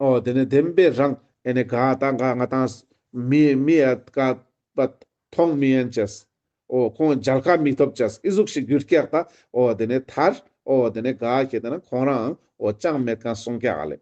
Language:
Ladakhi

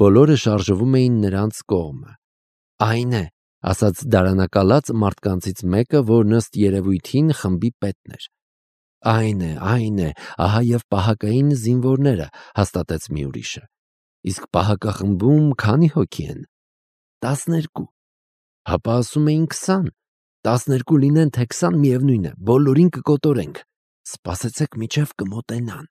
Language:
Armenian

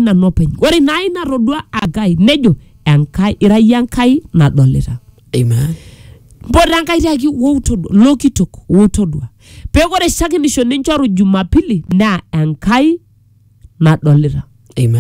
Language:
Masai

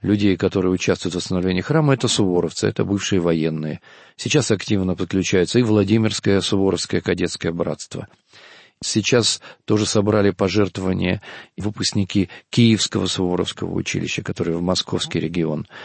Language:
Russian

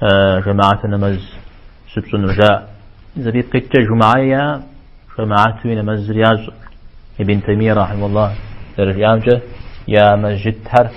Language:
Kabardian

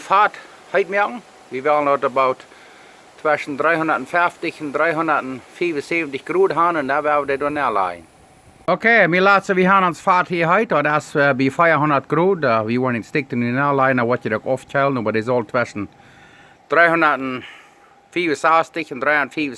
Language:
Plautdietsch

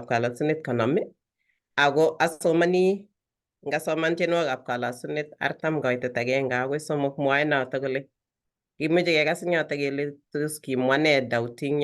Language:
Kalenjin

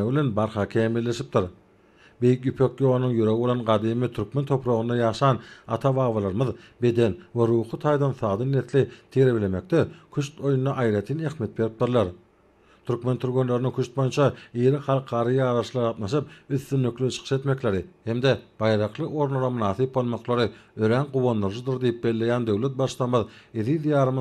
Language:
Turkmen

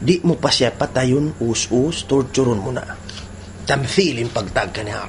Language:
Tausug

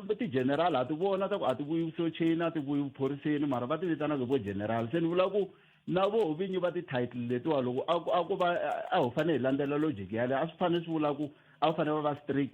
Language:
Tsonga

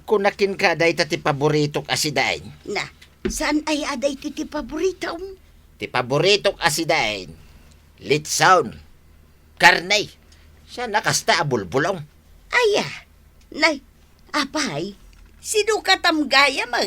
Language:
Iloko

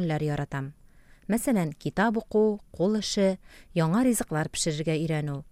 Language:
Tatar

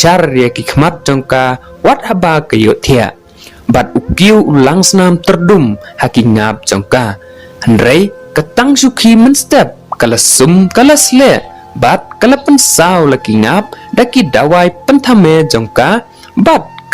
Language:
Khasi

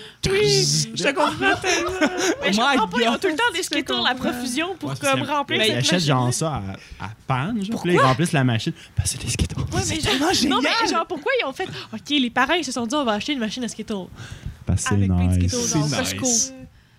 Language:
French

